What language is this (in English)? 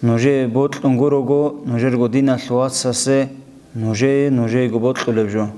Avaric